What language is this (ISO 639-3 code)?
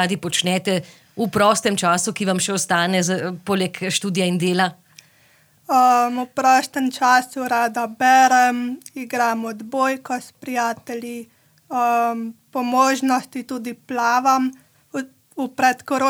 slv